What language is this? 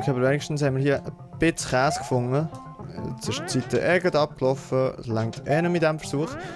Swiss German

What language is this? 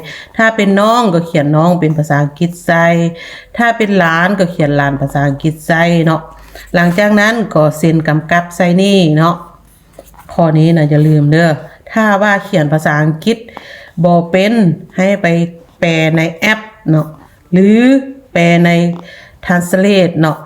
Lao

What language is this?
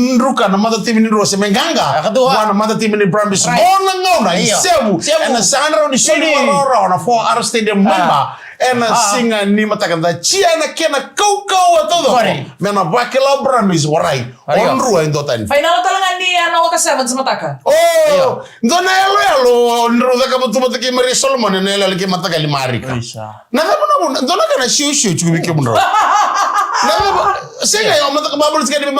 Fijian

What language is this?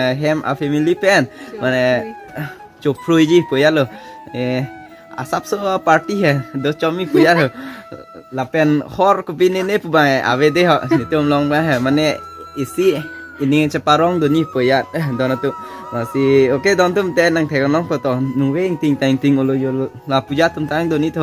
Karbi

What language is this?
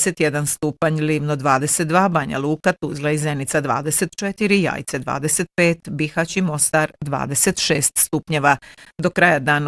Bosnian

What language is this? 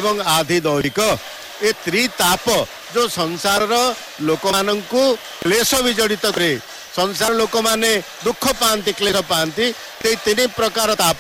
Odia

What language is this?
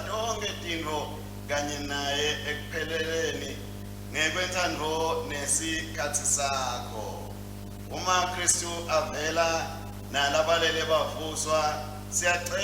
Swati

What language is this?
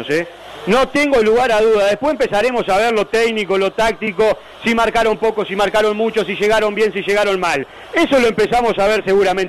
Spanish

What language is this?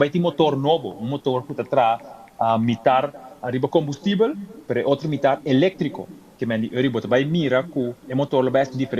Papiamento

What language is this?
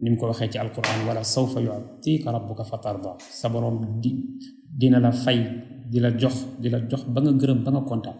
Wolof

